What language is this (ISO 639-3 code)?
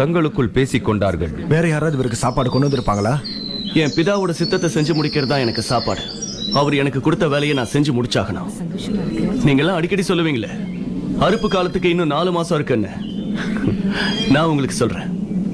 tam